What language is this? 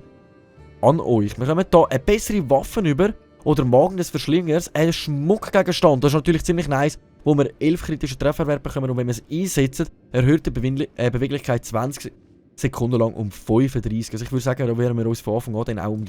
Swiss German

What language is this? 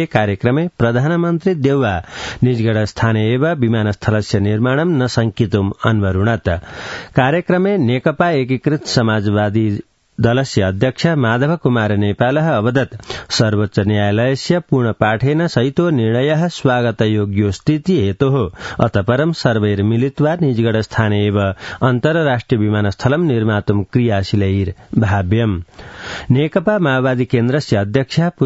Sanskrit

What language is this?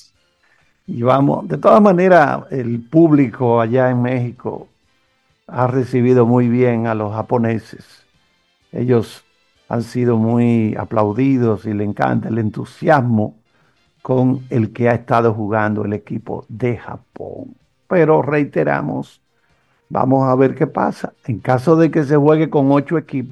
Spanish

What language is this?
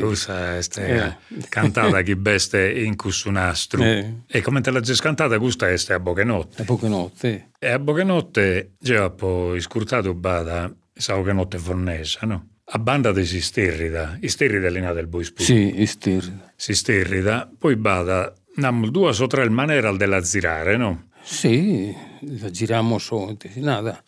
Sardinian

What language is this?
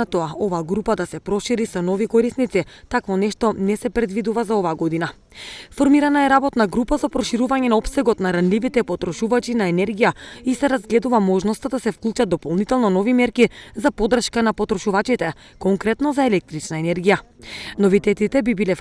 Macedonian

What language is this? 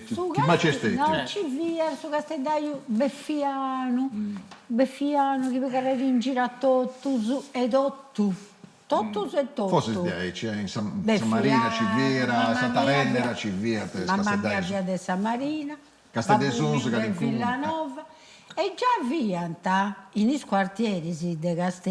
Sardinian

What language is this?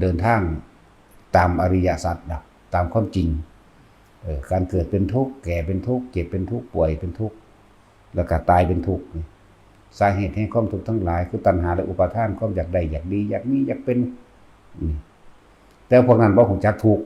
Northeastern Thai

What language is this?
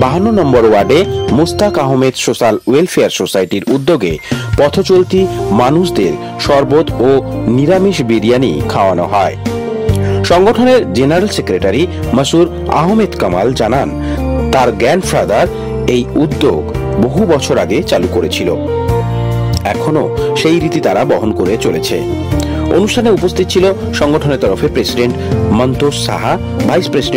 Bangla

